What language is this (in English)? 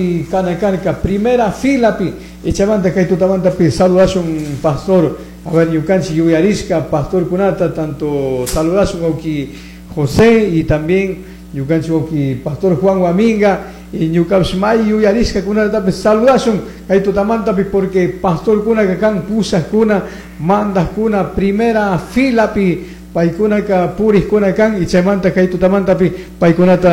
Chimborazo Highland Quichua